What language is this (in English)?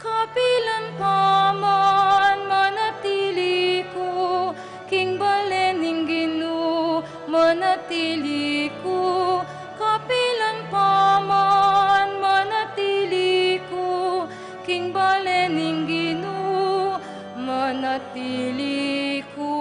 Pampanga